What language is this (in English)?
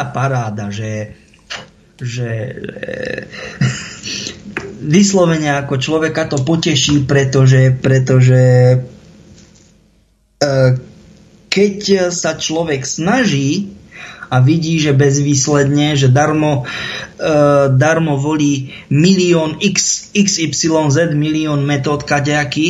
Slovak